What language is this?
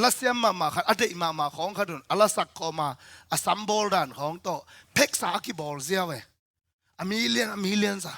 Tedim Chin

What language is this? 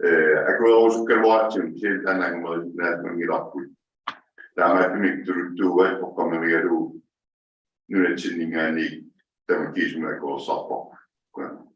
Inuktitut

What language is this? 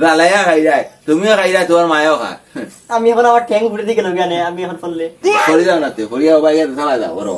Sylheti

